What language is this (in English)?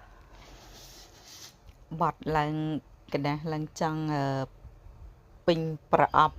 Khmer